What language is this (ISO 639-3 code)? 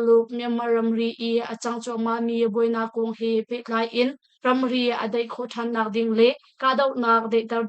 cnh